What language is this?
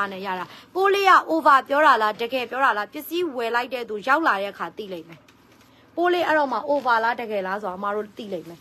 Burmese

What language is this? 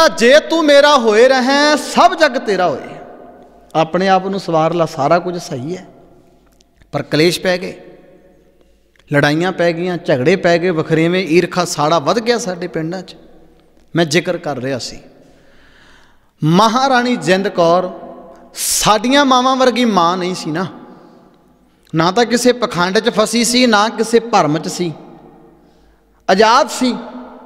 Punjabi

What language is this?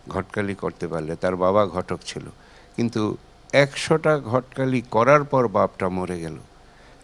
Bangla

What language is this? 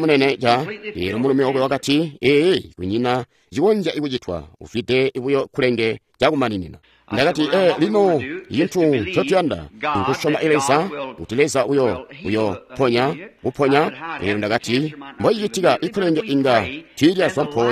Tonga (Zambia)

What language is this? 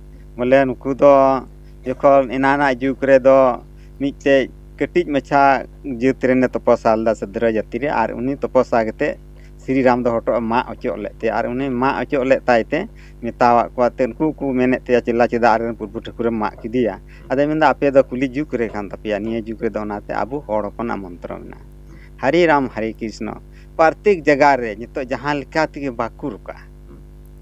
Santali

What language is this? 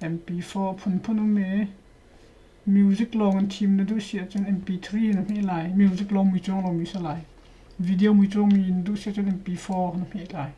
Hakha Chin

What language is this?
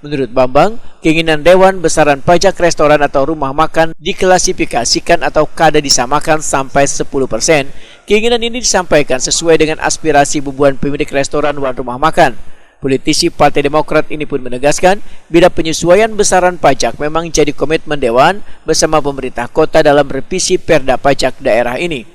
Banjar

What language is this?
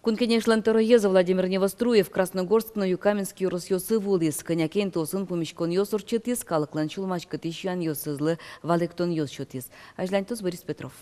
Udmurt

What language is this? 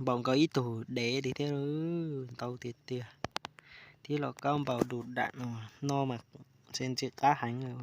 Hmong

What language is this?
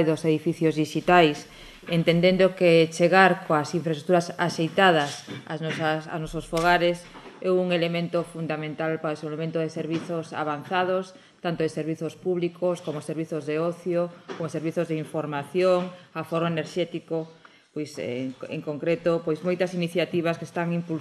Galician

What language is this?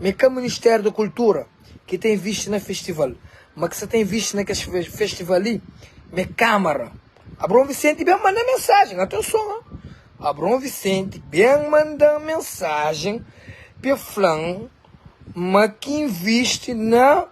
Kabuverdianu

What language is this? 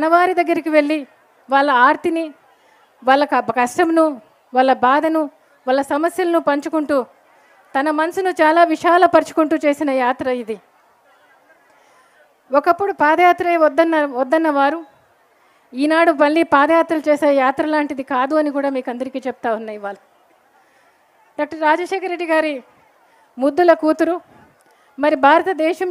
Telugu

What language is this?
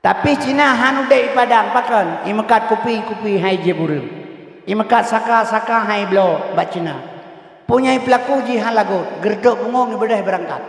Achinese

